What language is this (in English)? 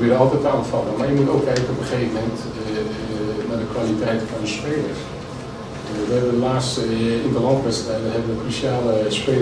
Dutch